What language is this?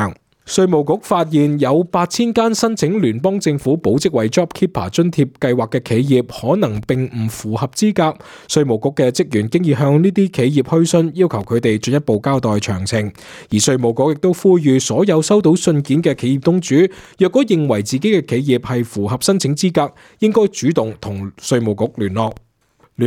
Cantonese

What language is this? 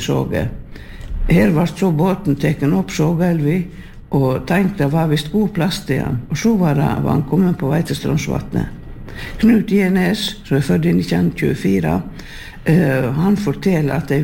Norwegian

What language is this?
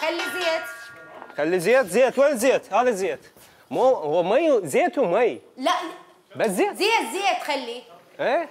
Mesopotamian Arabic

